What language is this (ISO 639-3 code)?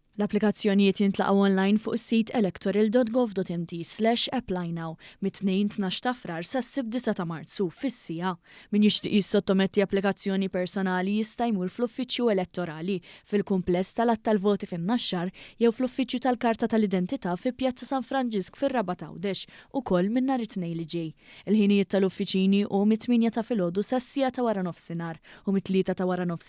mlt